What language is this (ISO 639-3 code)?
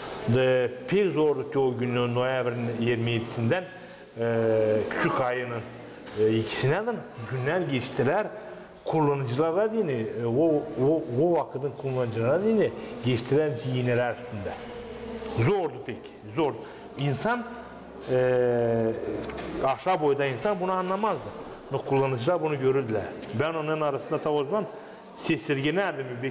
gag